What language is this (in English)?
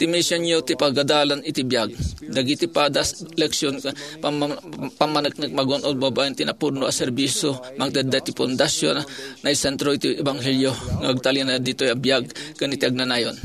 Iloko